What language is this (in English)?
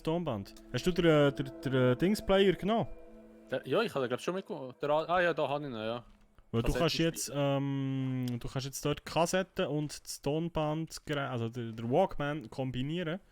Swiss German